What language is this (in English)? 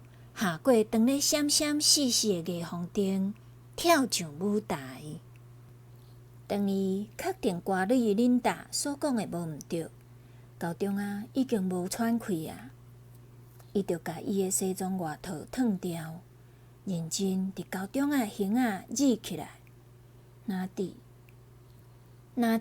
Min Nan Chinese